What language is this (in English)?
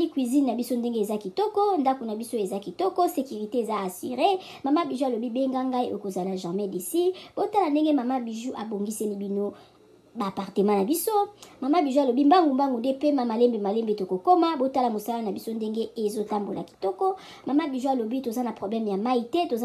Lingala